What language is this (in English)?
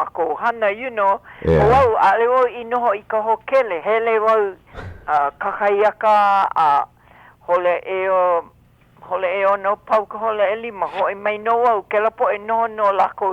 Hawaiian